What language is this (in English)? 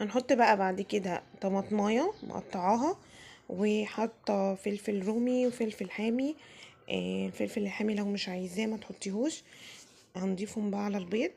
Egyptian Arabic